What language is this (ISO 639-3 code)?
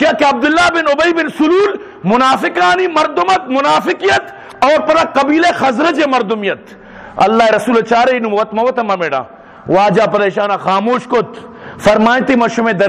bgp